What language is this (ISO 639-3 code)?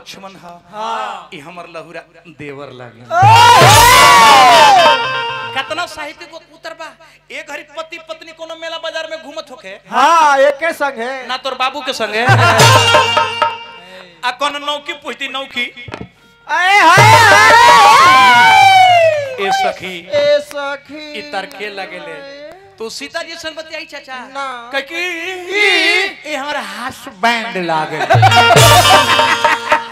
bho